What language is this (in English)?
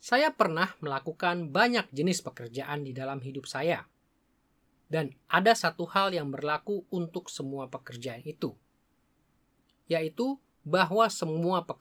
Indonesian